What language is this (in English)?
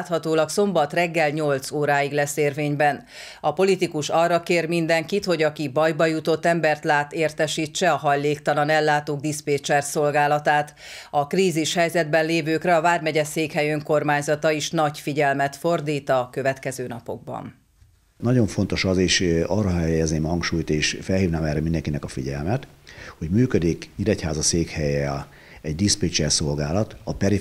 Hungarian